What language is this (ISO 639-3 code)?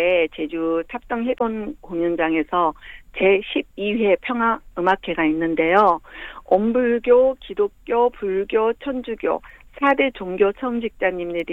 kor